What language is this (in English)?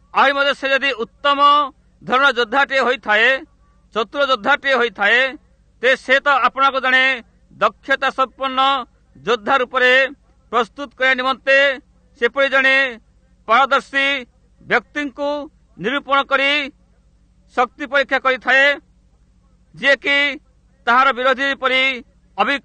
Odia